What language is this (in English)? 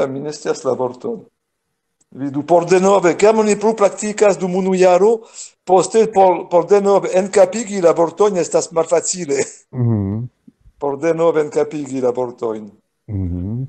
Esperanto